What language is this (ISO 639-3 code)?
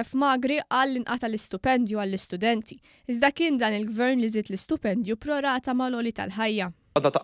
mlt